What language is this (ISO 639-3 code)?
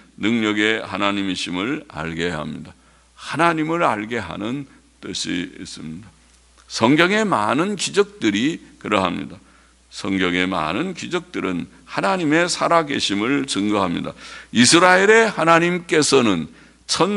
kor